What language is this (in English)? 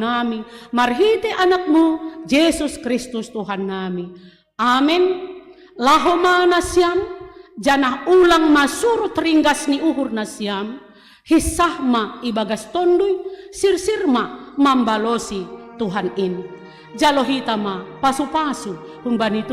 Batak Simalungun